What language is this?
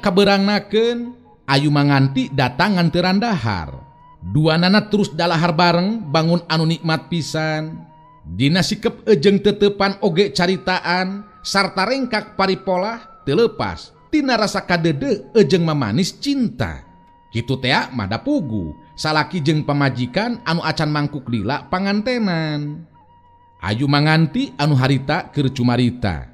Sundanese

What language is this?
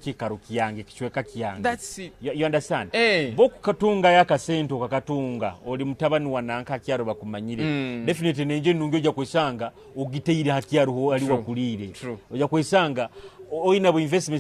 Nyoro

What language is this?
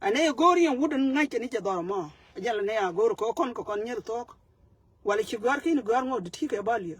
Nuer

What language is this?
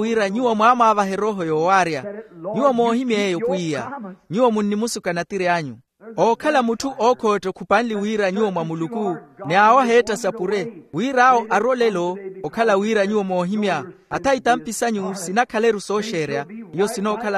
Makhuwa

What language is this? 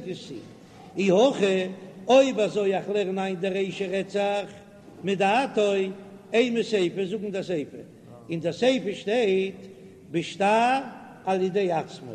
Yiddish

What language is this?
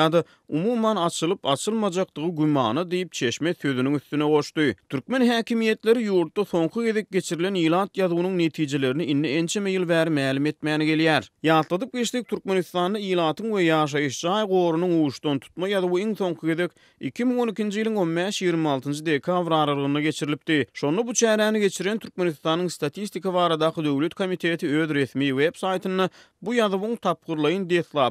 Turkmen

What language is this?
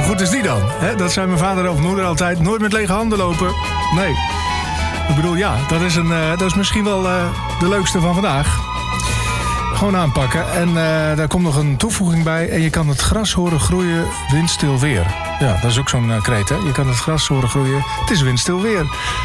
Dutch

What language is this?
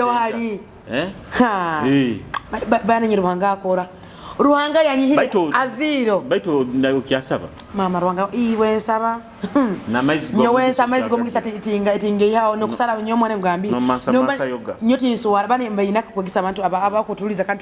Nyoro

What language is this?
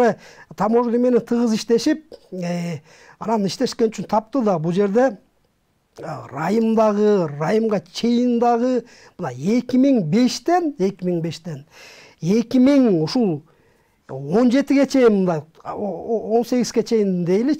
Kyrgyz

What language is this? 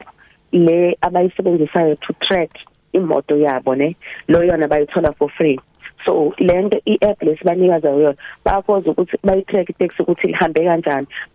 South Ndebele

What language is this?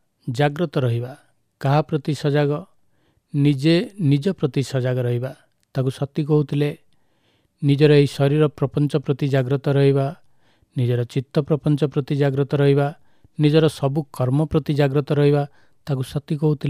Odia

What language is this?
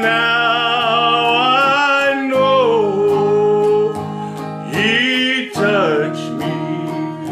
Afrikaans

